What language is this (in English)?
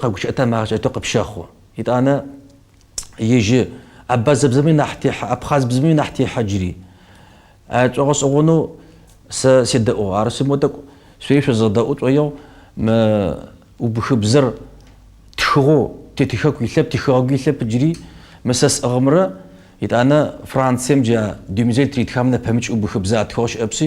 Kabardian